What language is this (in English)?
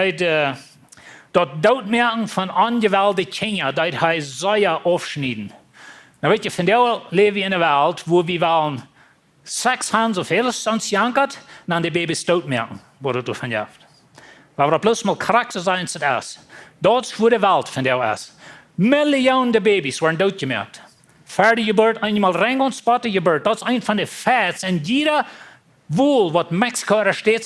Plautdietsch